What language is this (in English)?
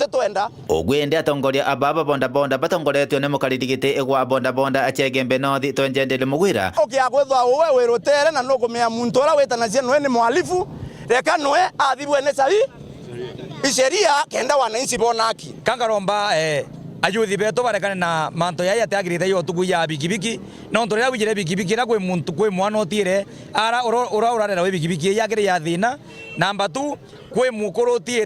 Meru